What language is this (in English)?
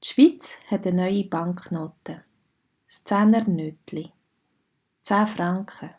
Swiss German